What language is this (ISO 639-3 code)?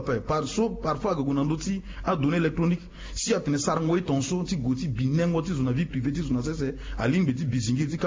sag